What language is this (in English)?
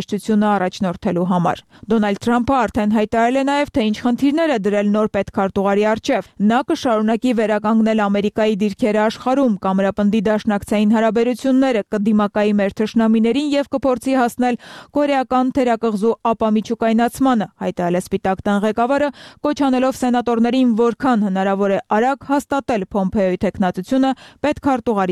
Armenian